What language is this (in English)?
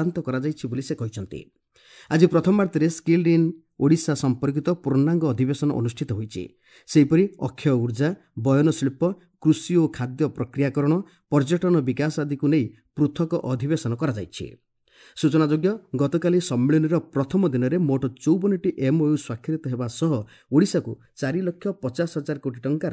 Odia